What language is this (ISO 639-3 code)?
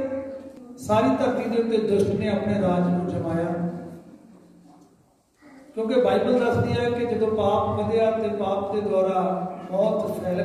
pan